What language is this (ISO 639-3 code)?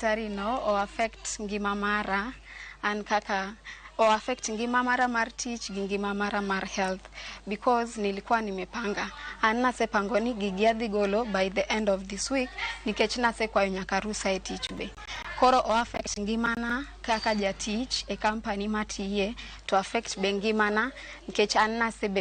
luo